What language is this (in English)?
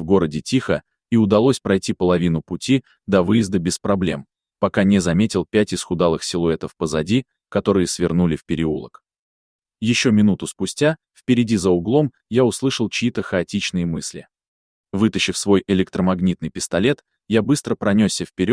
Russian